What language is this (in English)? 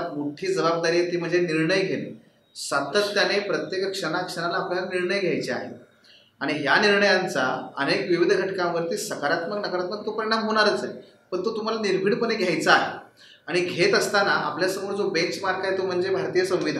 Marathi